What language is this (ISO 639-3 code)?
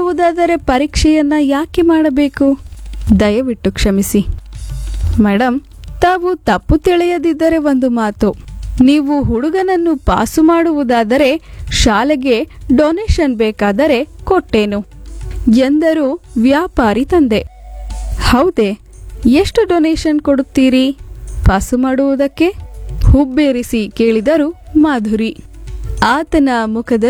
kan